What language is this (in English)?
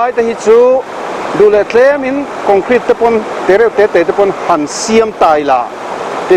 Mizo